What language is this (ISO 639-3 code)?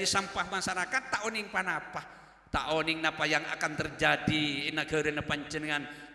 mad